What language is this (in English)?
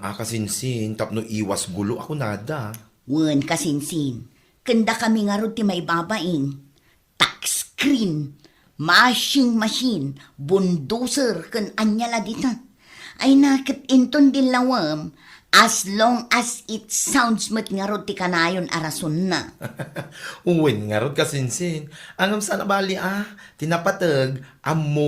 Iloko